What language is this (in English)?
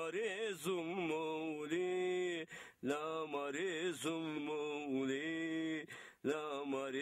Zaza